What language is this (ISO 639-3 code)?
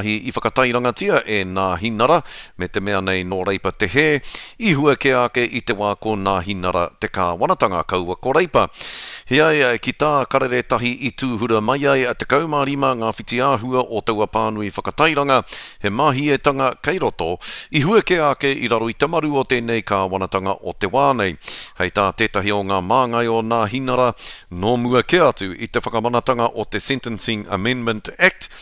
mri